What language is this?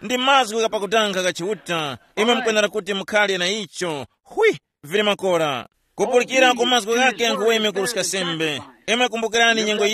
Tumbuka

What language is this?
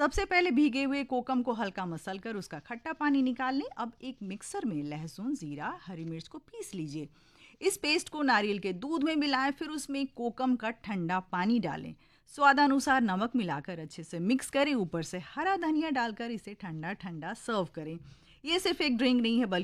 Hindi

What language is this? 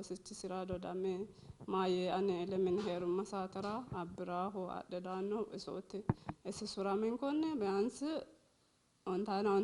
Sidamo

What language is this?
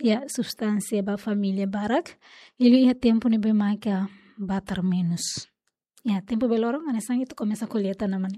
Tetum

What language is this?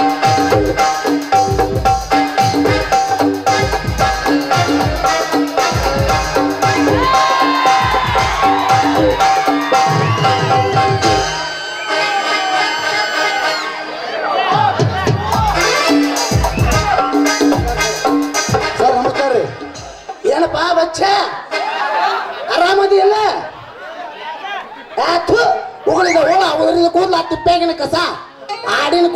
Kannada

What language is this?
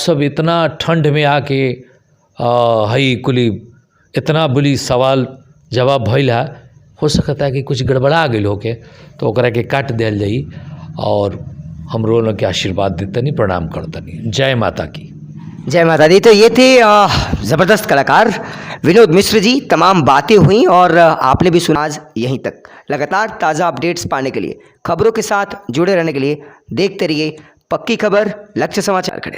Bhojpuri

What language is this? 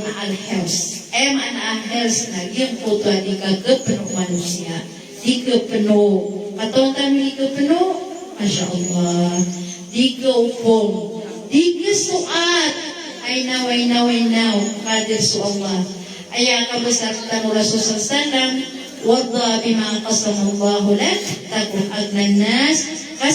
Maranao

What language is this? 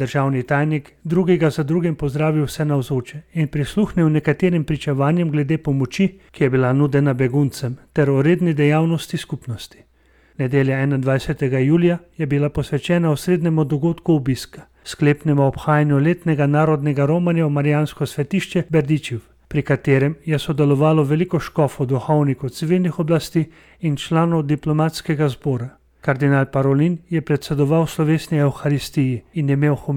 Slovenian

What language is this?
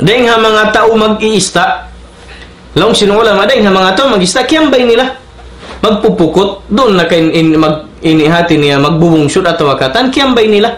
Tausug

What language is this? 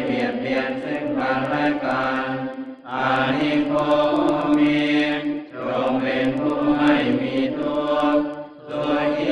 Pali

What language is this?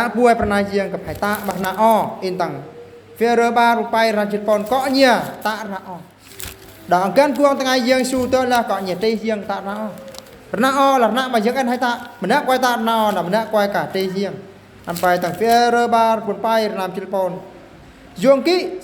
Eastern Bru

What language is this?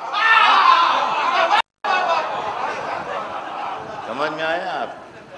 Urdu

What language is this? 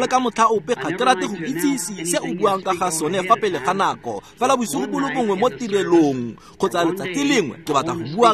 Tswana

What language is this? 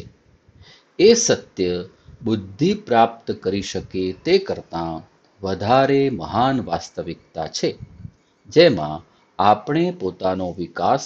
Gujarati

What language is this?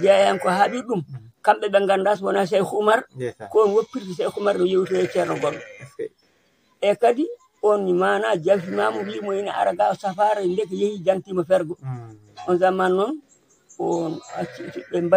Fula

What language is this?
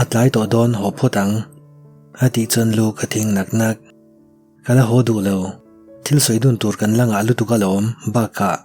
Mizo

